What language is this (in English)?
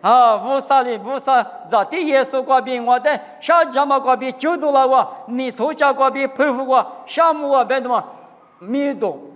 Lisu